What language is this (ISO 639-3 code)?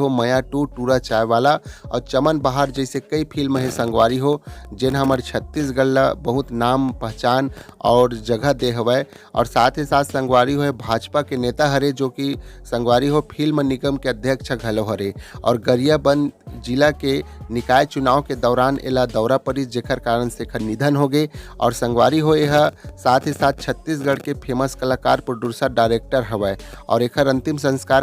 hne